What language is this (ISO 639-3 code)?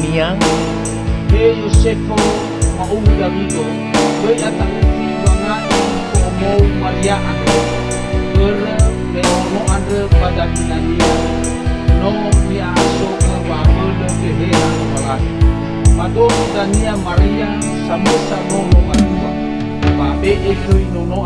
nia